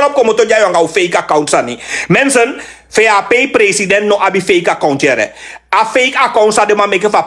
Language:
Sranan Tongo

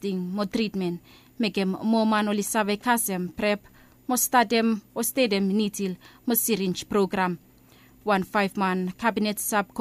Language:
Bislama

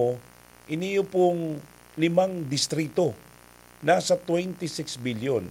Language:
Bikol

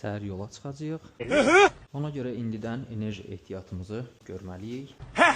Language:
Azerbaijani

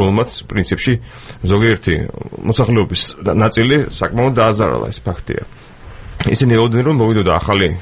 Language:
Georgian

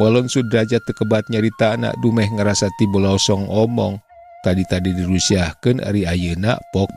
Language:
Sundanese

